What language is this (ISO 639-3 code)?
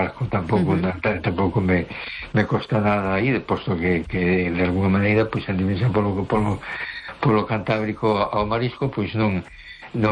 glg